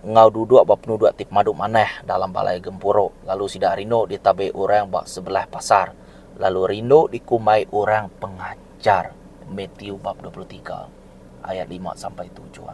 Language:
Iban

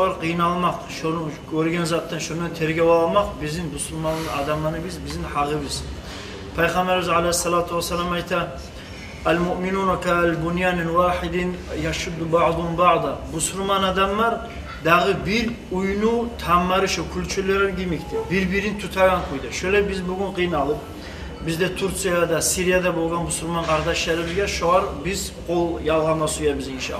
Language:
Kumyk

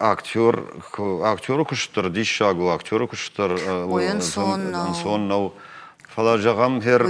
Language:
Ossetic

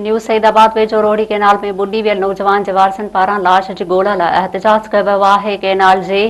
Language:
Sindhi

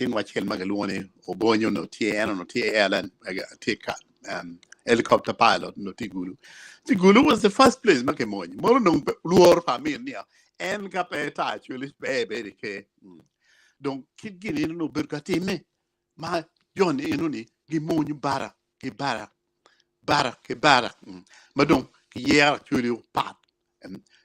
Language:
Acoli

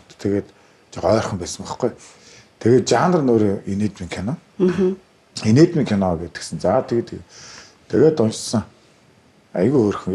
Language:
Mongolian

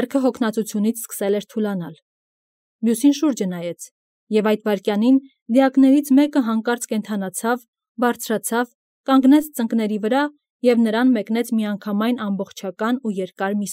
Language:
Armenian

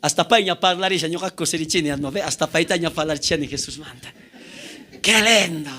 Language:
South Bolivian Quechua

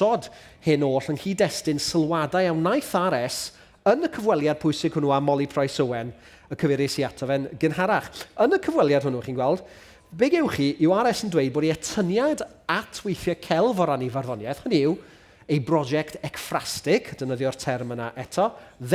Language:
Welsh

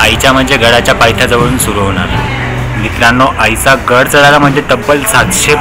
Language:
Marathi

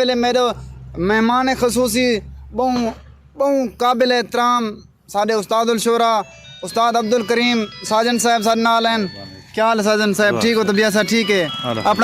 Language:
Saraiki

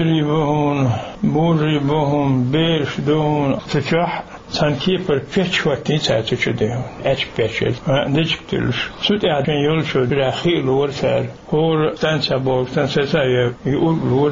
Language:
Chechen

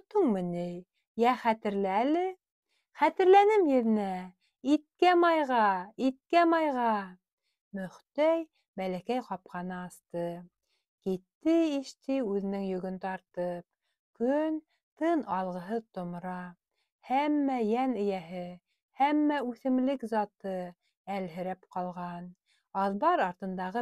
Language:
Bashkir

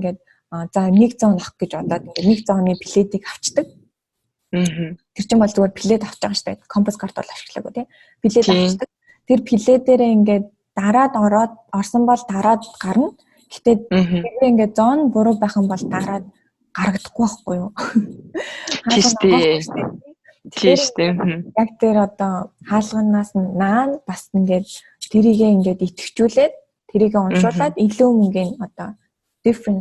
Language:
Mongolian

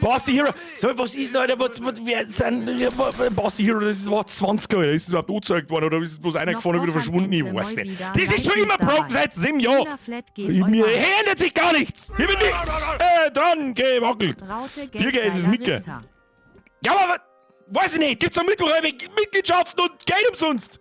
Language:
Bavarian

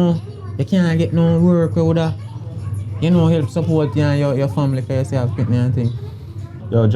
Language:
Jamaican Creole English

